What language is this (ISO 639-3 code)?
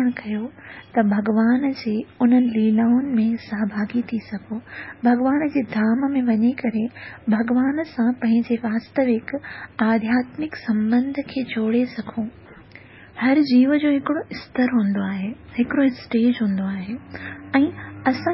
snd